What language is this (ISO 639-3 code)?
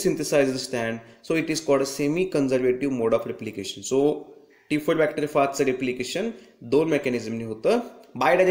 mar